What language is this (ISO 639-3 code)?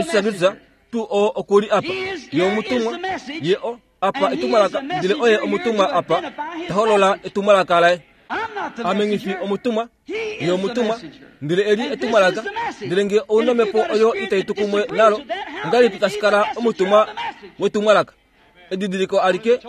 kua